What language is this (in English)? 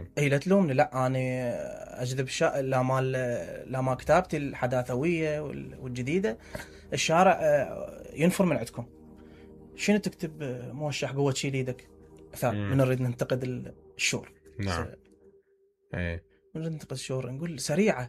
Mesopotamian Arabic